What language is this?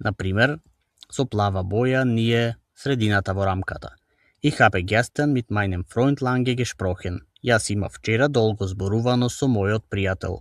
Macedonian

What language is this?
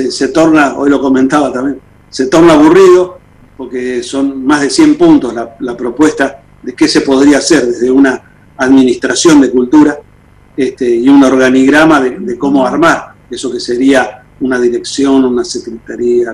Spanish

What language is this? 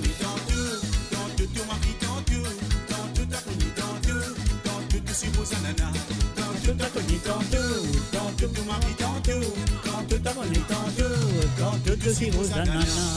Morisyen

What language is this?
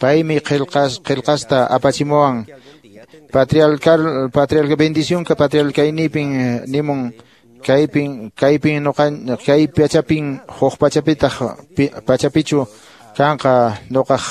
Quechua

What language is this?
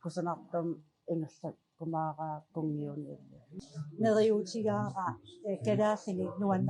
Kalaallisut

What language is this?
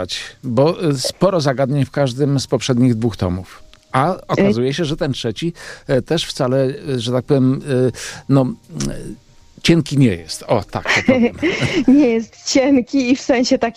Polish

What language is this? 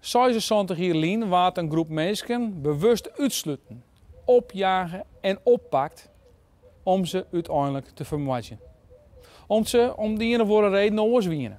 Western Frisian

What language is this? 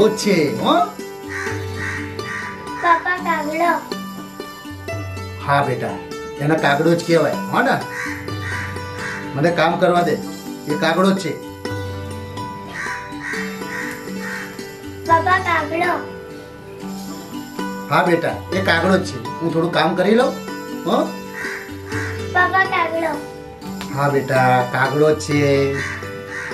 Gujarati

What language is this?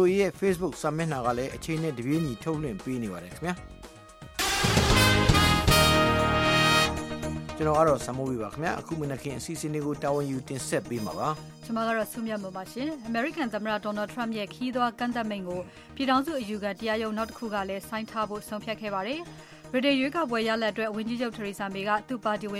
Burmese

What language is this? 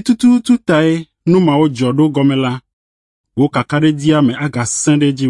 Ewe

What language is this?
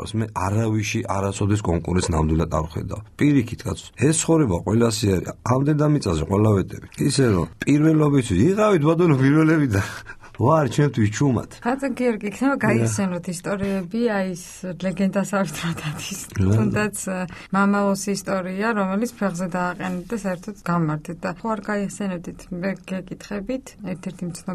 Georgian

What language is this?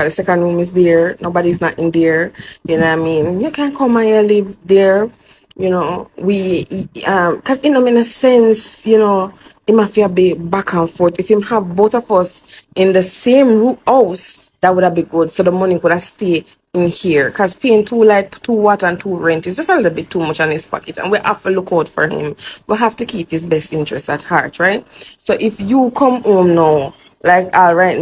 Jamaican Creole English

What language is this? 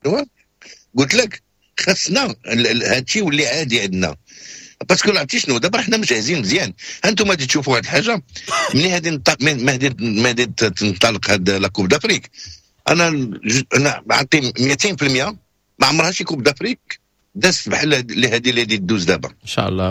Moroccan Arabic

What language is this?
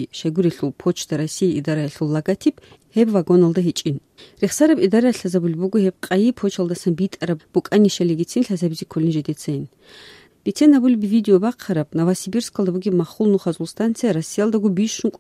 Avaric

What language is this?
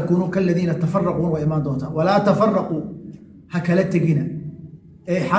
Somali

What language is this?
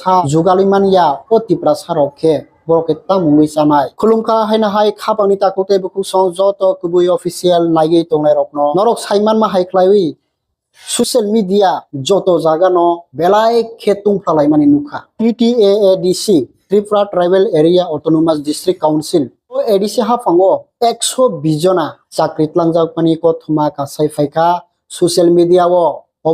Kok Borok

